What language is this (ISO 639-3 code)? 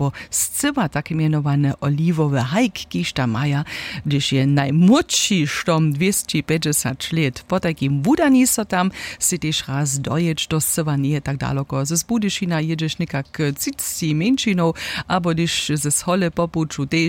hsb